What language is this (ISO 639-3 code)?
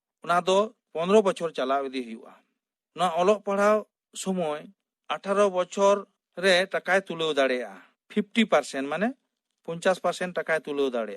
sat